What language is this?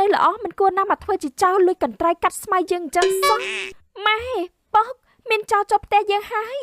Khmer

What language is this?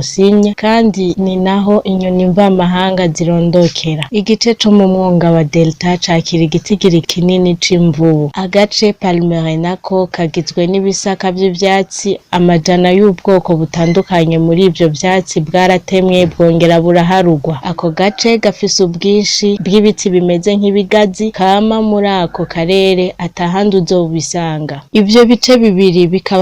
Rundi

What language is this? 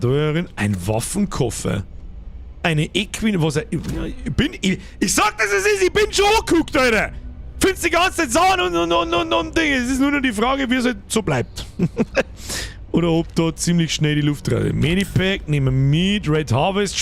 Bavarian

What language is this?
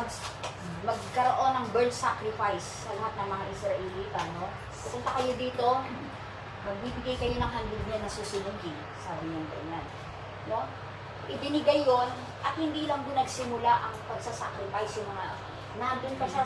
Filipino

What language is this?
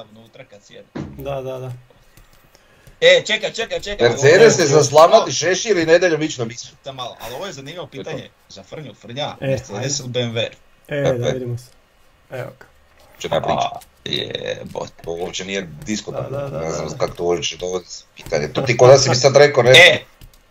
Croatian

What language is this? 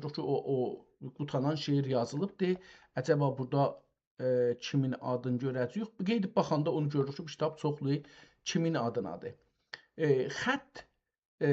South Azerbaijani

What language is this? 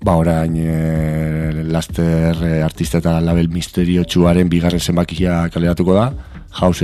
Basque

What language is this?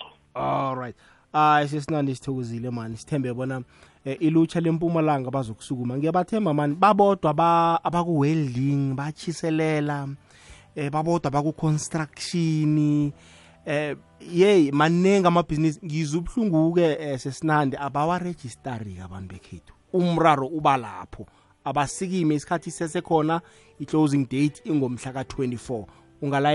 South Ndebele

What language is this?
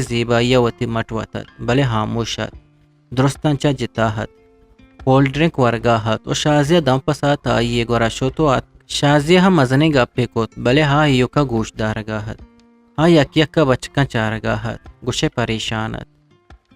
Eastern Balochi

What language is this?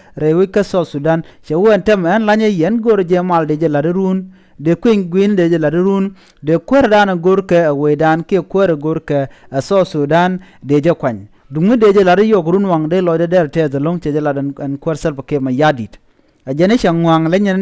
Nuer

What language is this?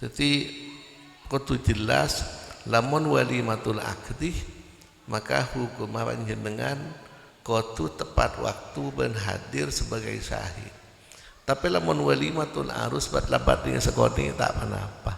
Madurese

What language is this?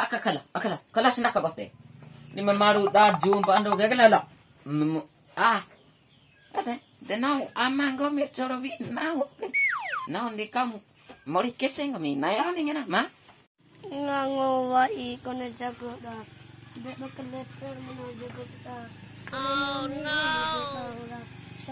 Bima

